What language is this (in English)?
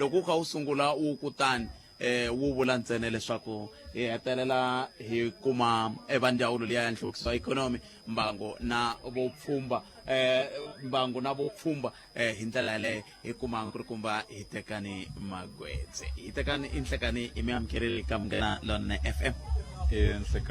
Tsonga